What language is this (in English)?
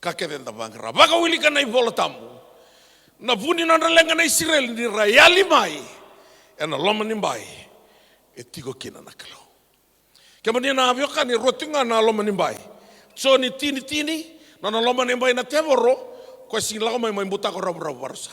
Fijian